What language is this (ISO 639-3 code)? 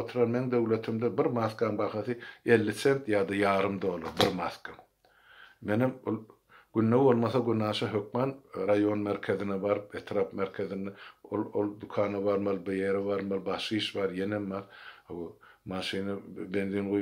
tuk